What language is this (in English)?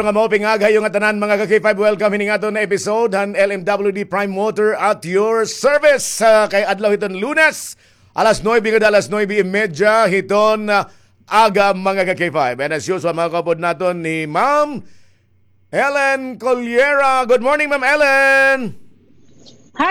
Waray